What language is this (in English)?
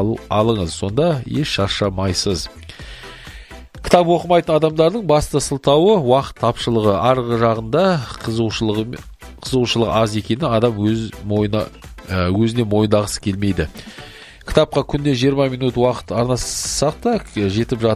Kazakh